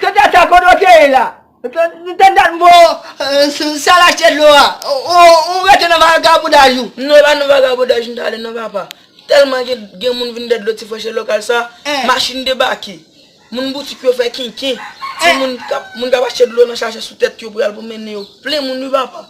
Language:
Haitian Creole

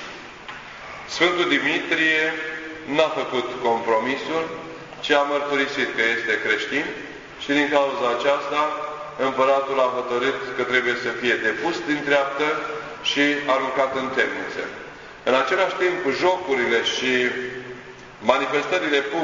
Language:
Romanian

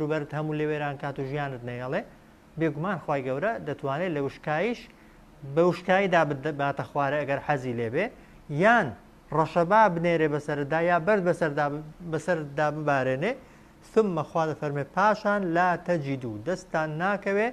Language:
Central Kurdish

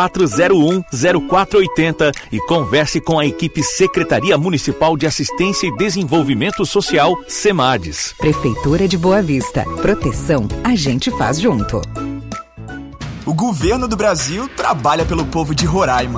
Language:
Portuguese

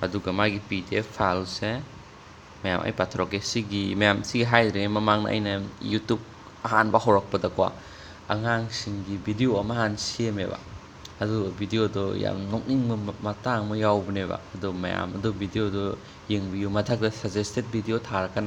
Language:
Manipuri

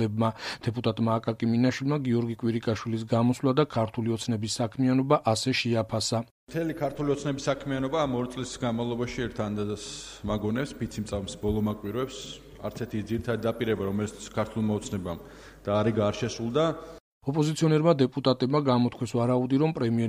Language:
Georgian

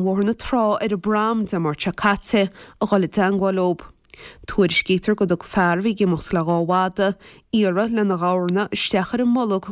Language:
Irish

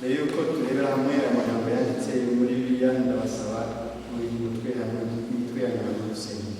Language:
Kinyarwanda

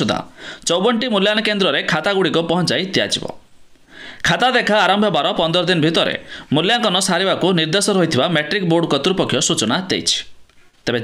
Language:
Odia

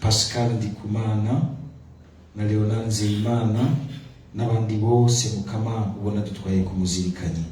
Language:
Rundi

